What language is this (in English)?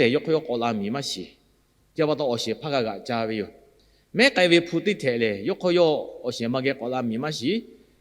Lahu